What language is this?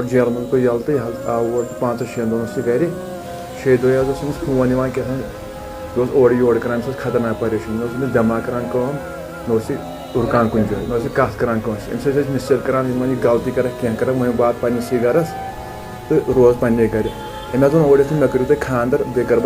Kashmiri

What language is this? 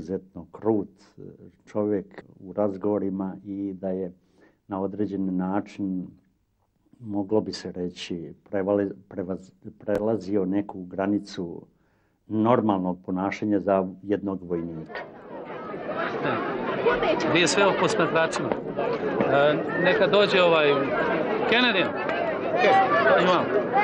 Croatian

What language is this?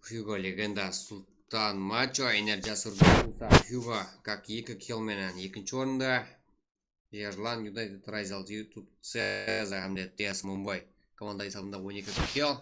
Kara-Kalpak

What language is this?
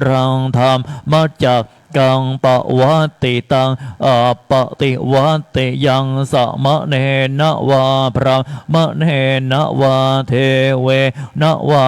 Pali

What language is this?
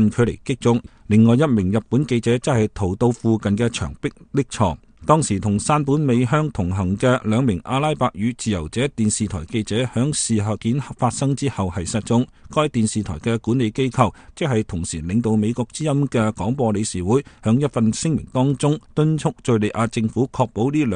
Cantonese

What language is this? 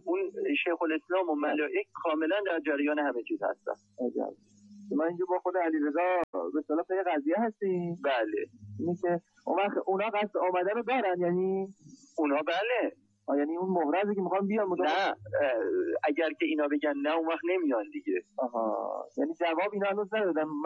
Persian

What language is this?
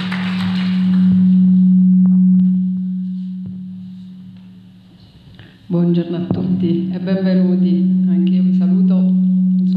Italian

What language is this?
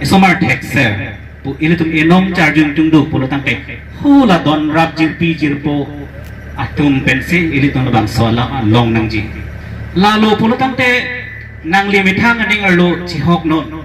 Karbi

